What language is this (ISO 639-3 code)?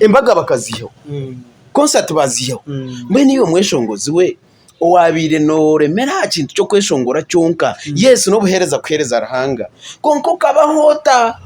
nyn